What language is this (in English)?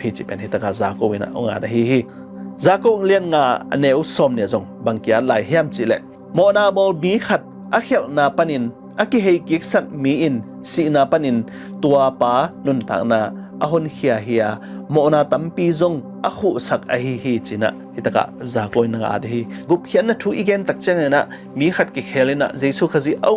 Tedim Chin